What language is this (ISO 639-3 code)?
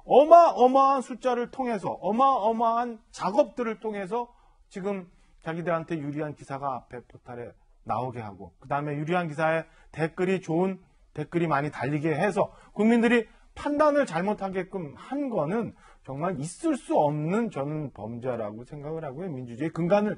kor